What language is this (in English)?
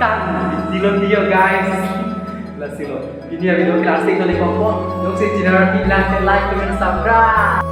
Karbi